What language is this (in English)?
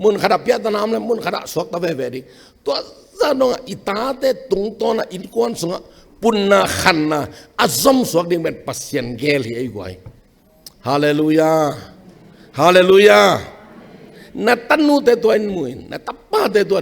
Tedim Chin